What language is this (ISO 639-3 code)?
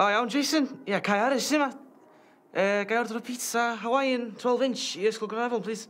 cym